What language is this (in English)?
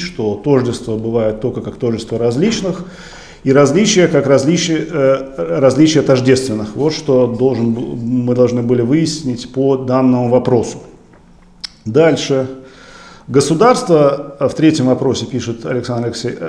Russian